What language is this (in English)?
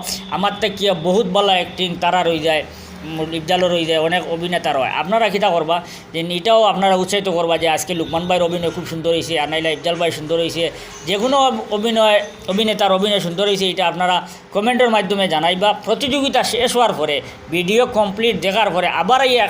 Sylheti